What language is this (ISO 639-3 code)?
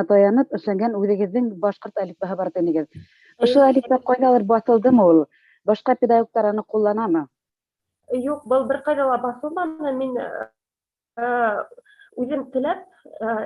bak